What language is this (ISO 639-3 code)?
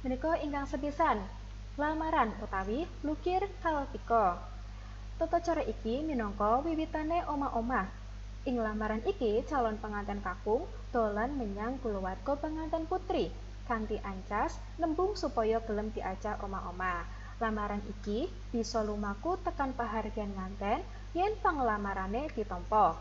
jav